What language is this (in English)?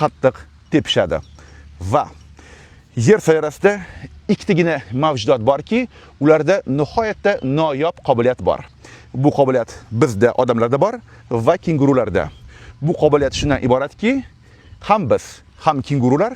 Uzbek